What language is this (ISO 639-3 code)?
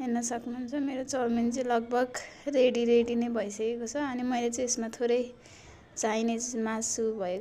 nep